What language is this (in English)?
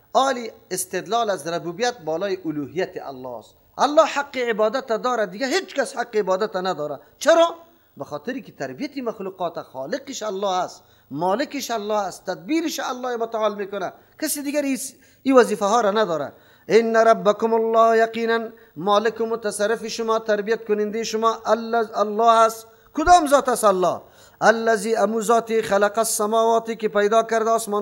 Persian